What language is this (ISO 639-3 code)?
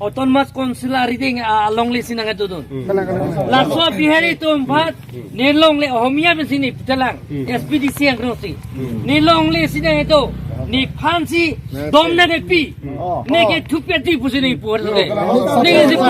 mjw